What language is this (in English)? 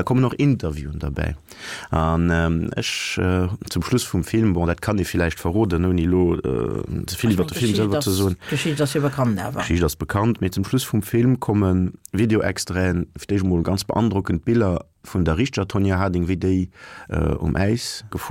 Luxembourgish